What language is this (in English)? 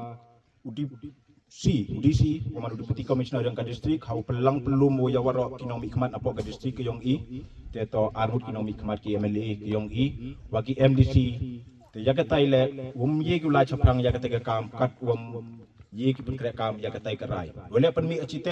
Khasi